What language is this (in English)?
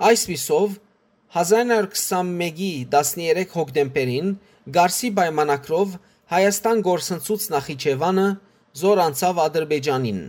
Western Armenian